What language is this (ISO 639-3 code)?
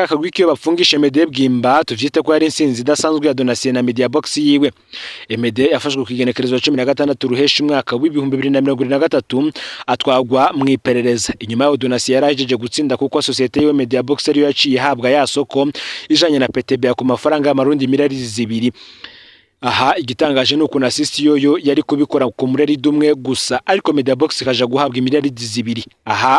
run